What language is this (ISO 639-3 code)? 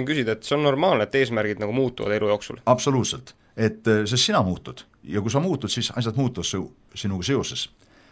est